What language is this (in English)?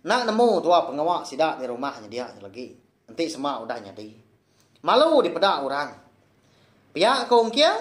Iban